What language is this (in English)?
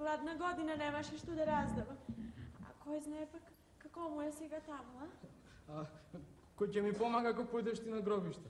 Macedonian